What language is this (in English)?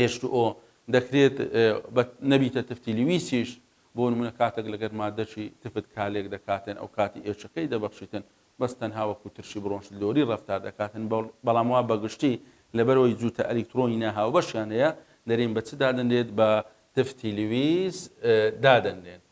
Central Kurdish